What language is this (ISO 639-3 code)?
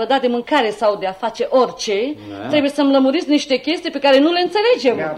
ron